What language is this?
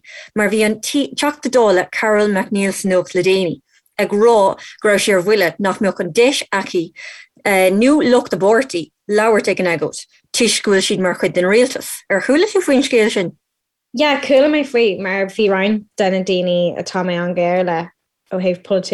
Irish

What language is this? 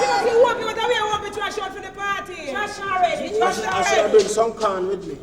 Jamaican Creole English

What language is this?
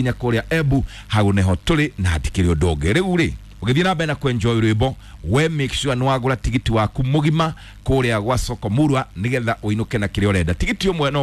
Kikuyu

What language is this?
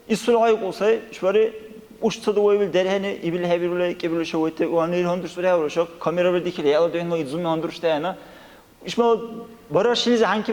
Dargwa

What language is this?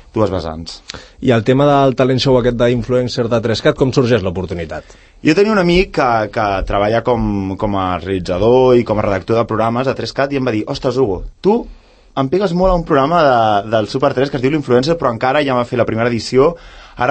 Catalan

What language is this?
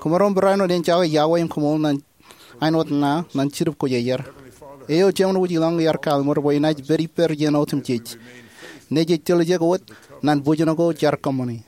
Marshallese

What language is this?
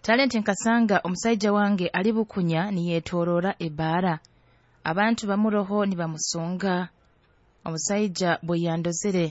Nyoro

